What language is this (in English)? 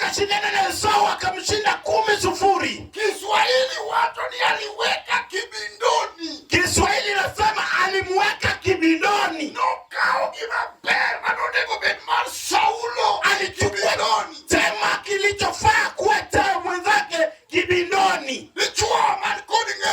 Luo (Kenya and Tanzania)